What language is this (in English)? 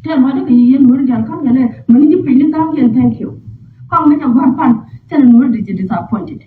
Nuer